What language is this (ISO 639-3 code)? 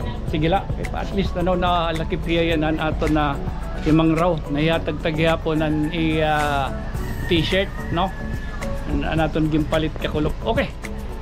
war